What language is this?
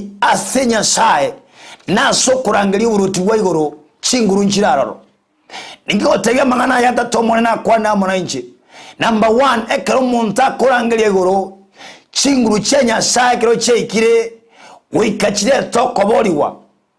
Gusii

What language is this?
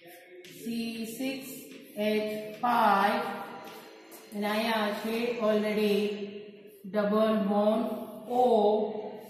Gujarati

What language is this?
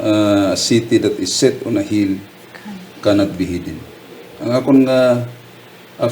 Hiligaynon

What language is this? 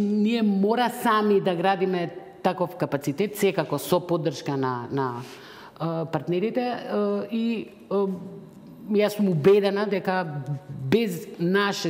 Macedonian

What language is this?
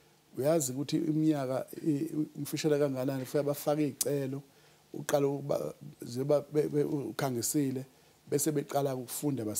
Zulu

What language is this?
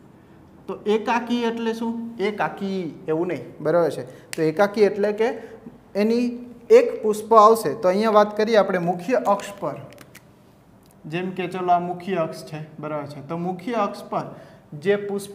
Gujarati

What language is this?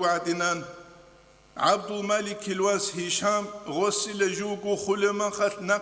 Avaric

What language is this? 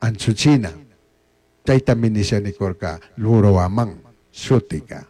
Chimborazo Highland Quichua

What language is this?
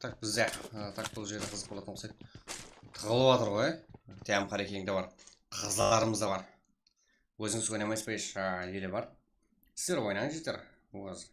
Kara-Kalpak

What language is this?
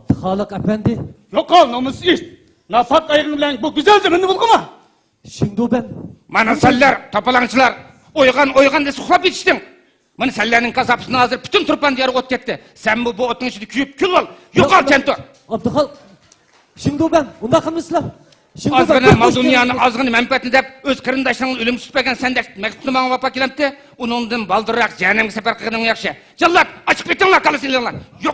Uyghur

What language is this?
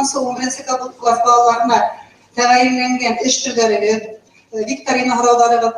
Bashkir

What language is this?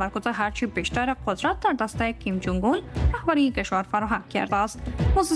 Persian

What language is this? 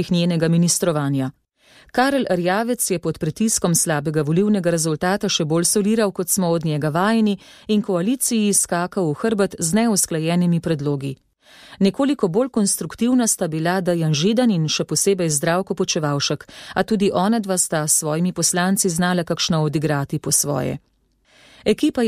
Slovenian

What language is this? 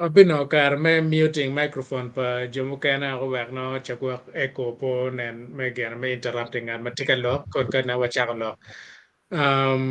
Acoli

